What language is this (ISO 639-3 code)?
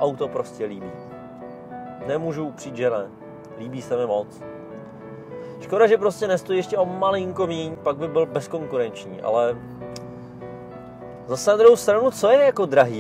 ces